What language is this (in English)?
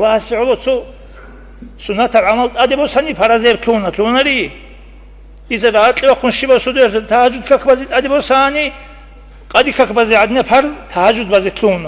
Avaric